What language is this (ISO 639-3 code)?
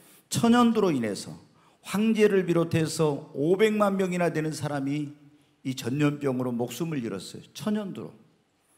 kor